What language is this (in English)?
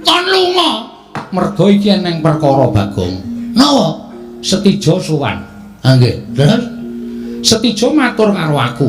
Javanese